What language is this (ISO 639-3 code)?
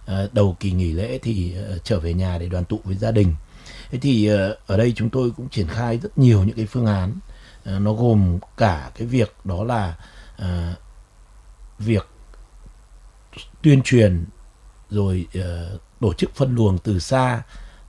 vie